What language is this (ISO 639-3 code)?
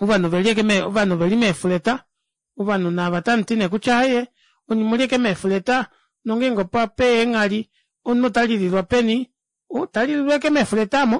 kua